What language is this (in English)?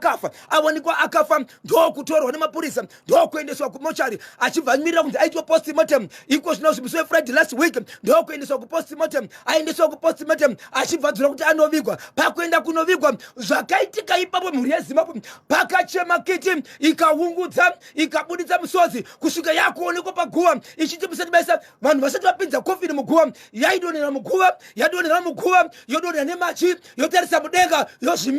Shona